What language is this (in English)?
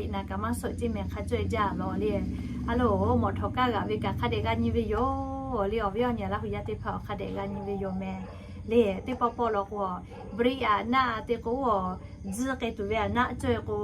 Lahu